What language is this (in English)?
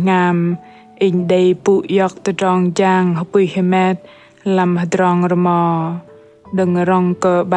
Bahnar